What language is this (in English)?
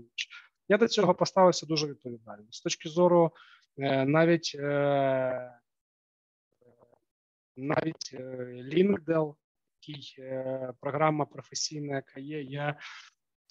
Ukrainian